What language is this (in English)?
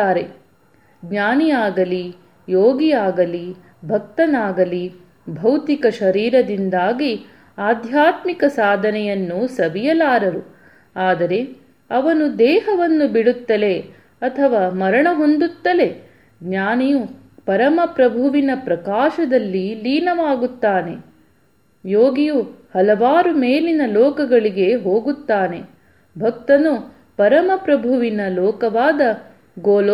Kannada